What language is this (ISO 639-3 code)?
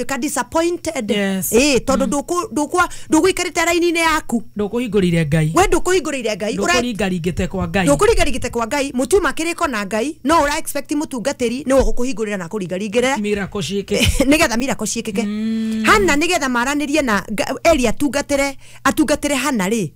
kik